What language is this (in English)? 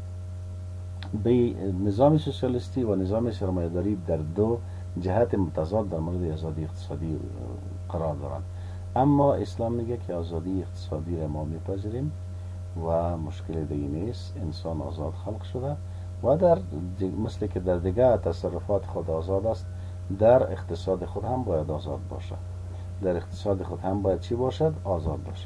Persian